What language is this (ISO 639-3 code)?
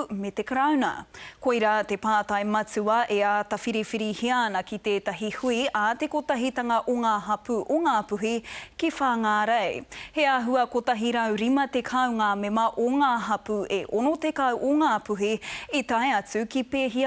mri